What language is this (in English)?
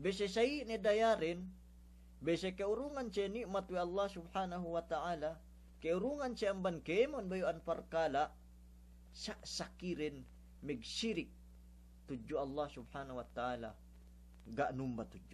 Yakan